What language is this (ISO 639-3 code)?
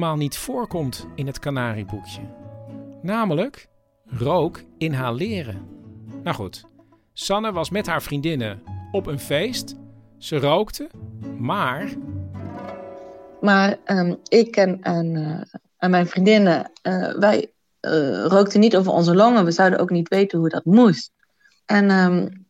nld